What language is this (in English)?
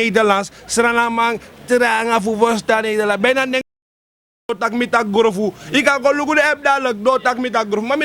Sranan Tongo